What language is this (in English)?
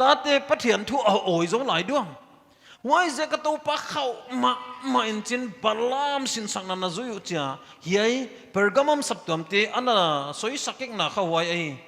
Paite Chin